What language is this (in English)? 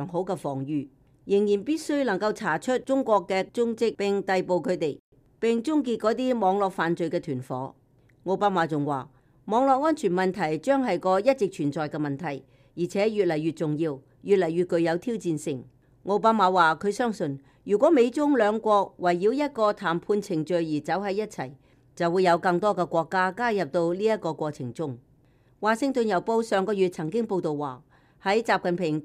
Cantonese